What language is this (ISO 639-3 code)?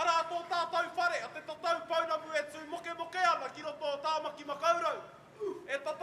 mri